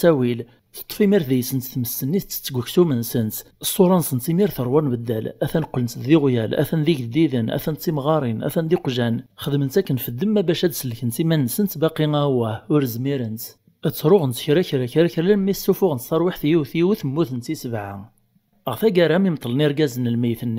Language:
Kabyle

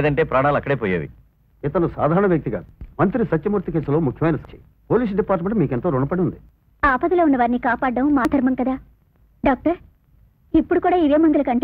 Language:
Telugu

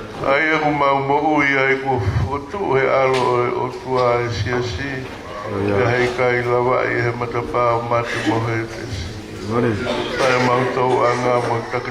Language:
Tongan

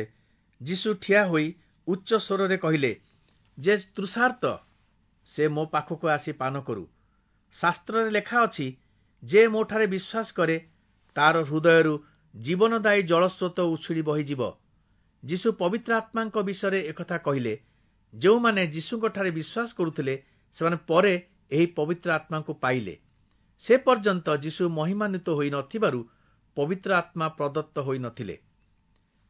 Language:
Odia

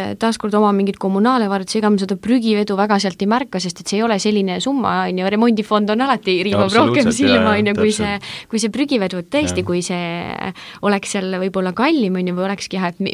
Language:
Estonian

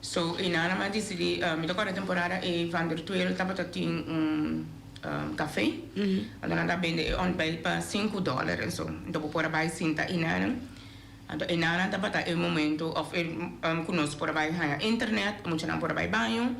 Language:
Papiamento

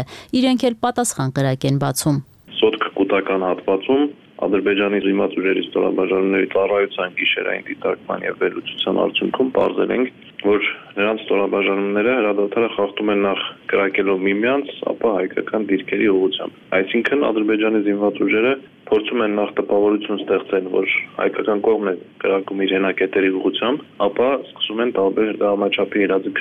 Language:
Armenian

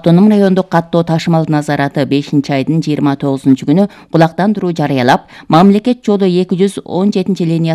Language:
Kyrgyz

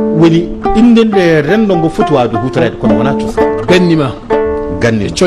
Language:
Fula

